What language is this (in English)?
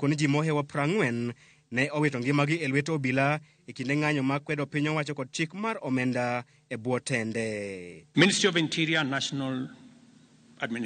Luo (Kenya and Tanzania)